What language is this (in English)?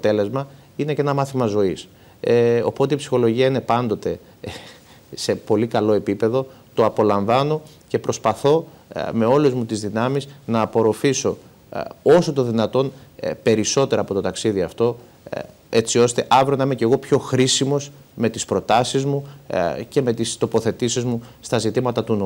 Greek